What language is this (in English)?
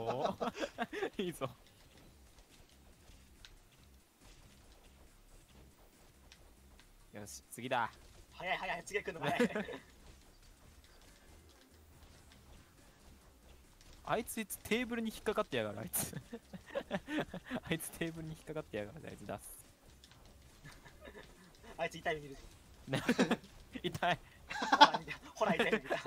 Japanese